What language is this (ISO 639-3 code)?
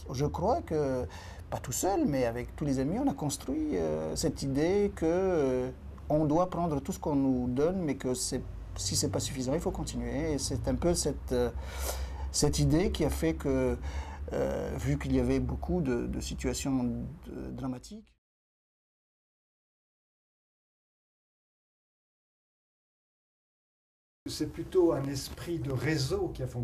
fra